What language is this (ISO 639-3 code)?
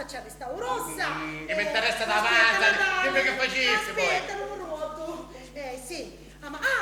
scn